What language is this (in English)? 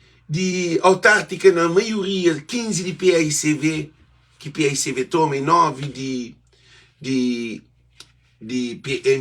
Kabuverdianu